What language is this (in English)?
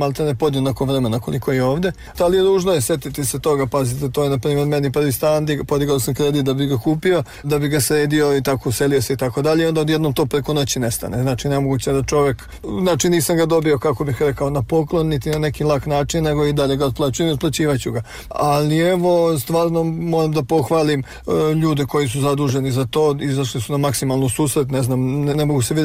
Bosnian